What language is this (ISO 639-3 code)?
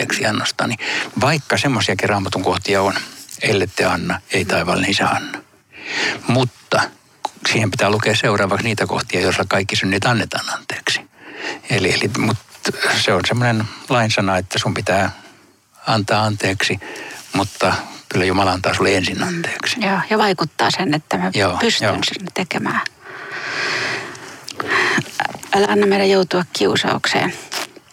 fin